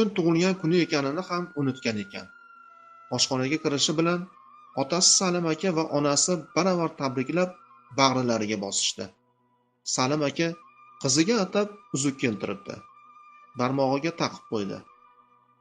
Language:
Uzbek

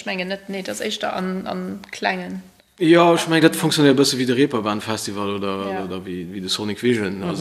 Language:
Luxembourgish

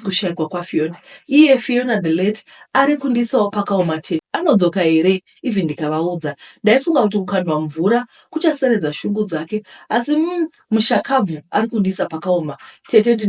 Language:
Shona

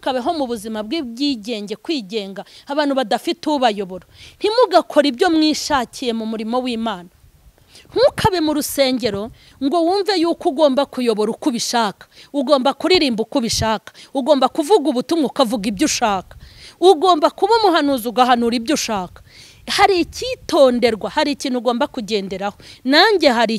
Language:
Kinyarwanda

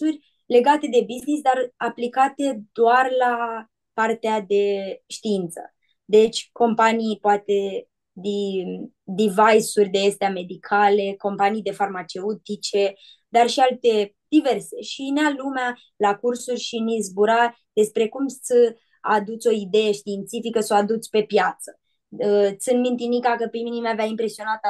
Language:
Aromanian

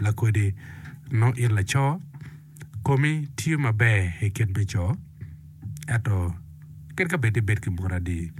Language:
Acoli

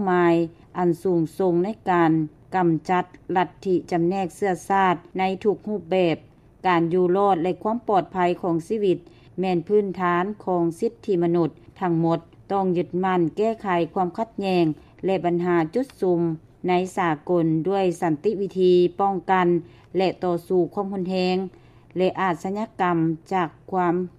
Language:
Lao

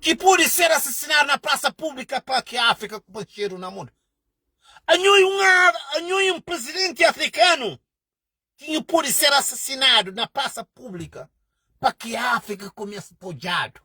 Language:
Kabuverdianu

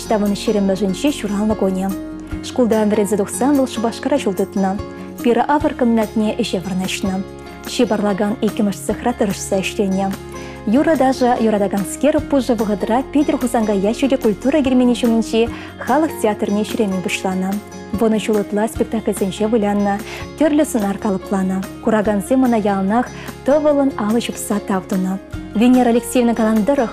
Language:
Chuvash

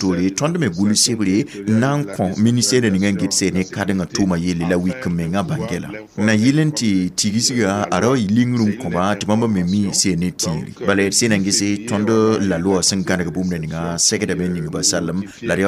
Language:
Mossi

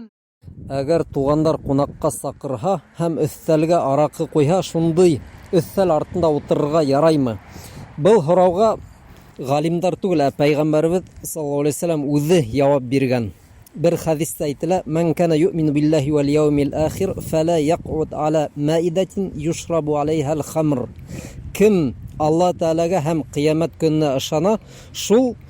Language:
Bashkir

